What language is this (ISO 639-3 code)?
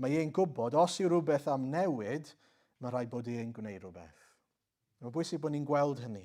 cym